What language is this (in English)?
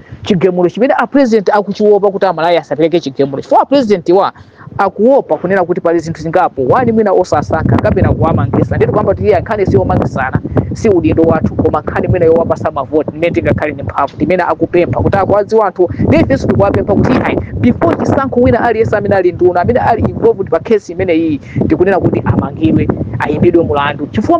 Nyanja